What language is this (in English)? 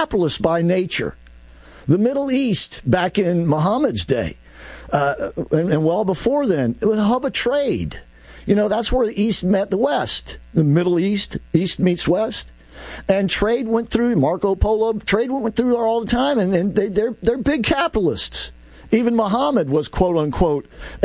English